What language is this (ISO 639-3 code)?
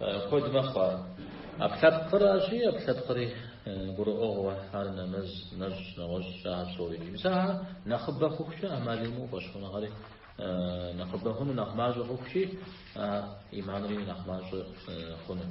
kbd